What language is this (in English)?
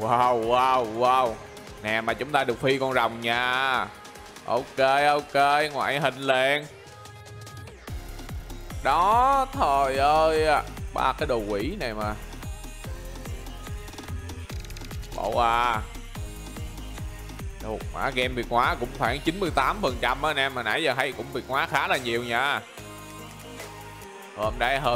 Vietnamese